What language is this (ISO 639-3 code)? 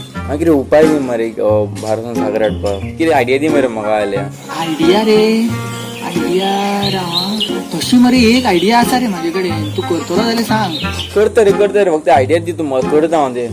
kok